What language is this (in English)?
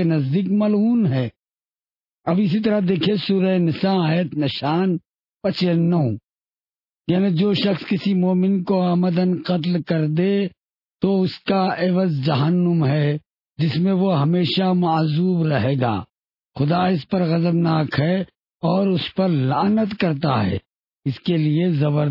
Urdu